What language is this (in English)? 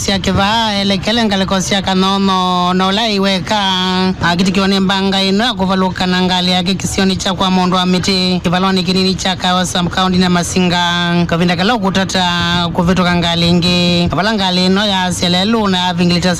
Kamba